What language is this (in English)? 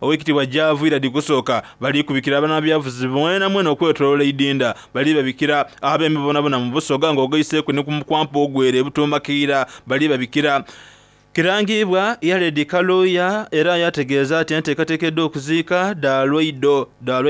Soga